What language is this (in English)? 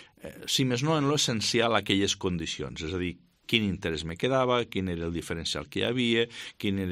Catalan